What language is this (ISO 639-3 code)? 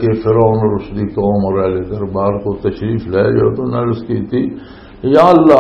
lah